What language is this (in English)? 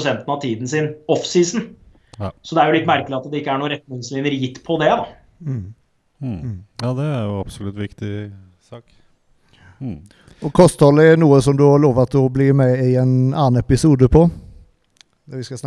Norwegian